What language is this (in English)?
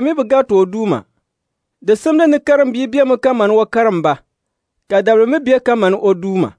Dagbani